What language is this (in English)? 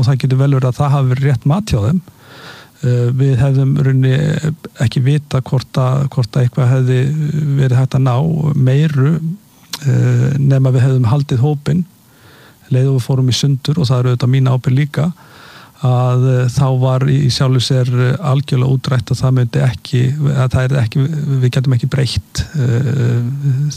Icelandic